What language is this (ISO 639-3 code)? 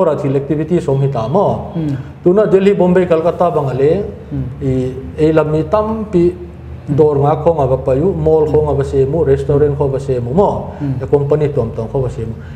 pck